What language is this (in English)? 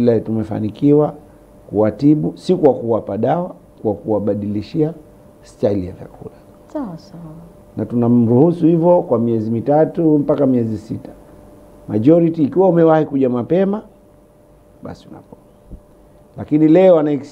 Swahili